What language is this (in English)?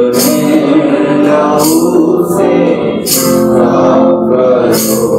Hindi